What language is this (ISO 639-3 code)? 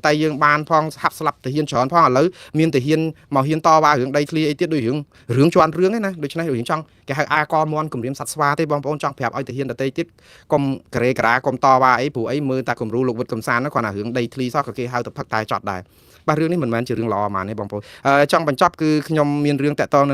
khm